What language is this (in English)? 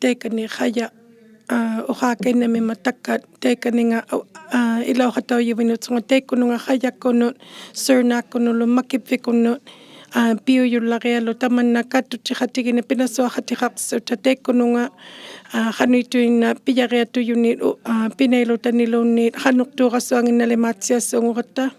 Inuktitut